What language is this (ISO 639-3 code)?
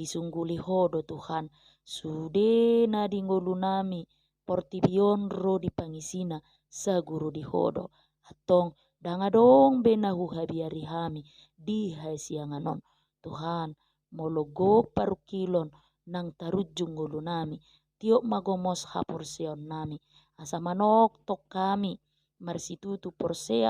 bbc